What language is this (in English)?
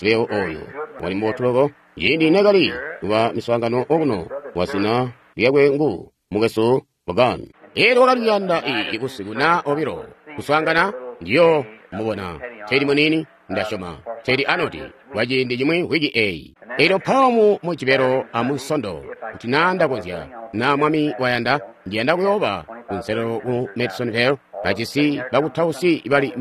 Tonga (Zambia)